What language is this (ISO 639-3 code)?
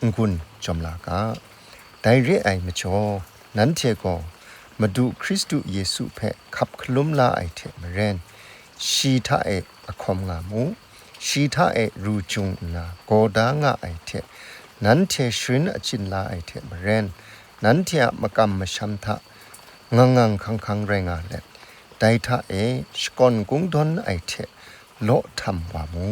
kac